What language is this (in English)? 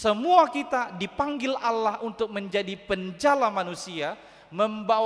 Batak Toba